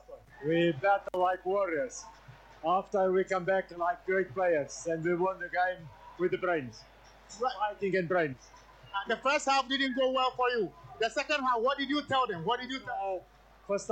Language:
Akan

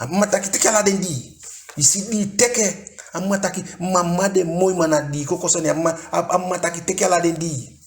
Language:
Eastern Maroon Creole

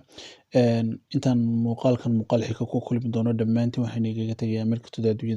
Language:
Somali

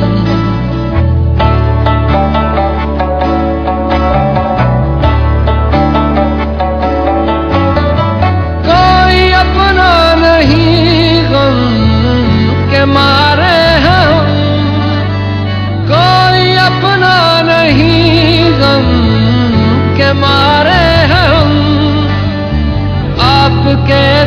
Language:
Urdu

